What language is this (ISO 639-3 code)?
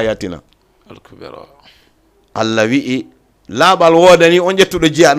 ful